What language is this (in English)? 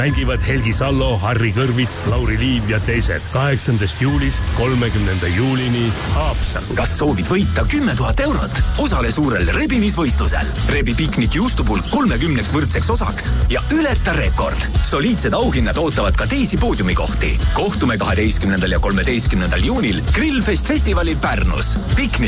Estonian